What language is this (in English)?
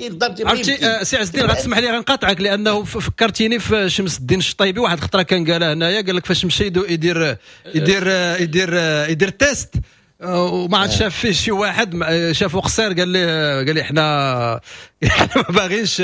Moroccan Arabic